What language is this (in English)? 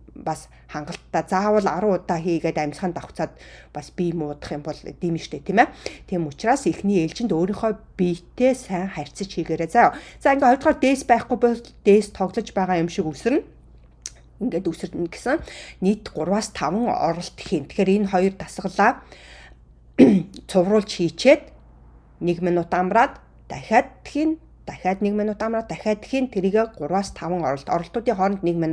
Mongolian